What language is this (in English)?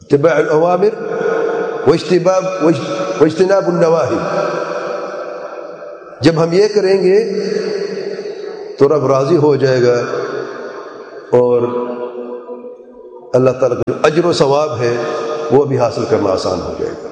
Urdu